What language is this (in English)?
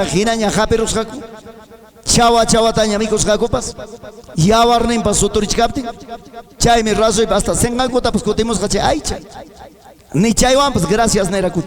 Ayacucho Quechua